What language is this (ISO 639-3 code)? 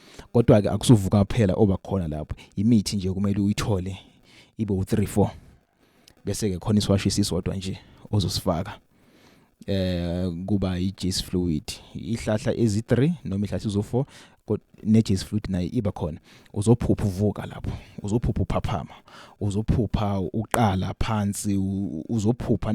zul